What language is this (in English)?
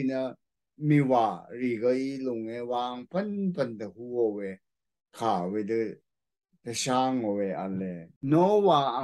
Rawang